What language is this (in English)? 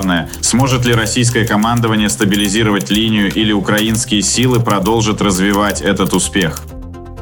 Russian